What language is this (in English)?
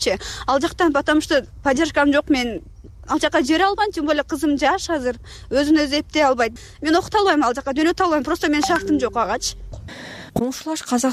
Kyrgyz